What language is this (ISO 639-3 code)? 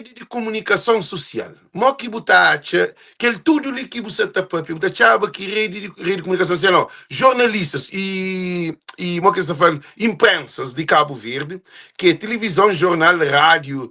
kea